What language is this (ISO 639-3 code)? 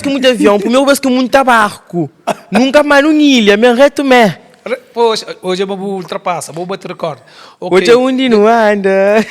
kea